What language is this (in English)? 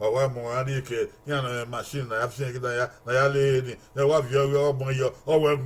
Bini